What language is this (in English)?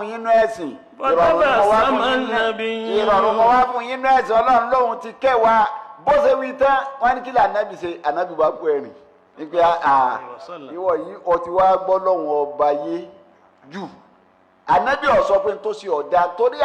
Yoruba